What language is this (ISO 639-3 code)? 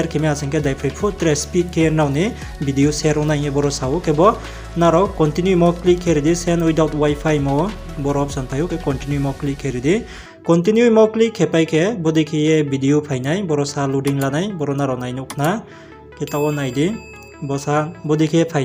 ria